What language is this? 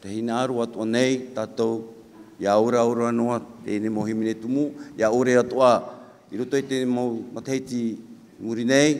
Tahitian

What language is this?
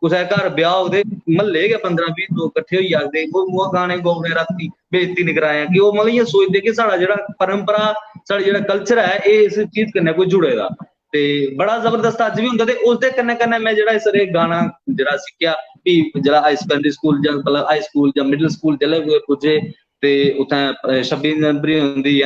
Dogri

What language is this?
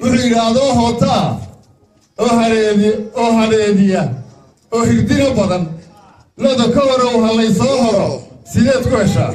Somali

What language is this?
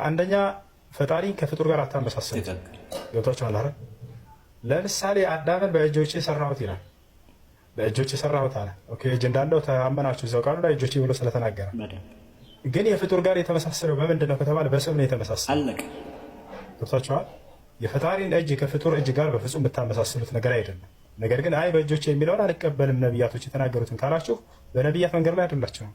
Amharic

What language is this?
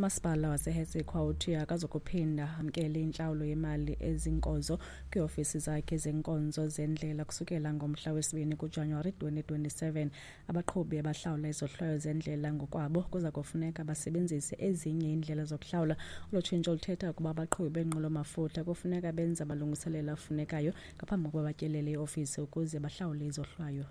Xhosa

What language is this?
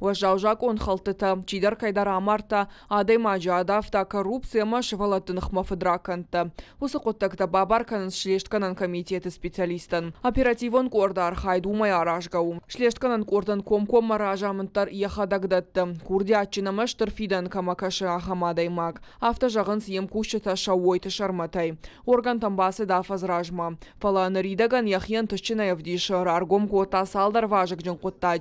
Ossetic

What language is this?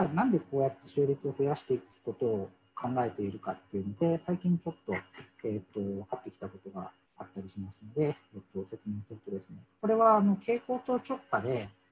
Japanese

